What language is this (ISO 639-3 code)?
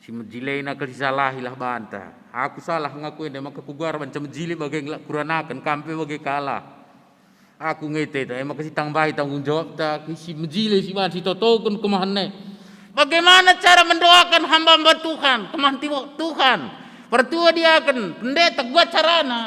btx